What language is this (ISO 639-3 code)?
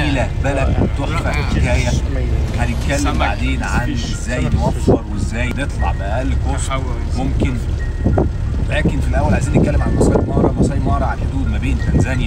arz